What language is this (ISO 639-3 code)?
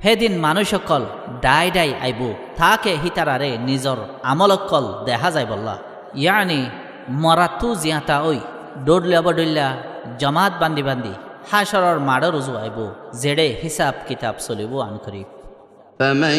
rhg